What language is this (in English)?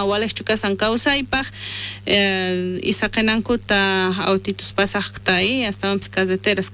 South Bolivian Quechua